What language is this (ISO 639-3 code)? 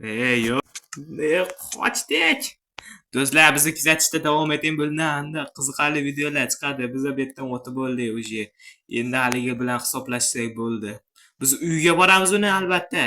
uzb